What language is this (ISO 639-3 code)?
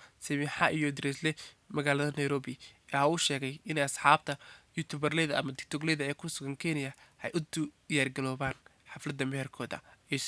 som